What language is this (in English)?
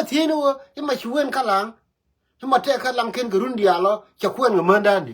Nuer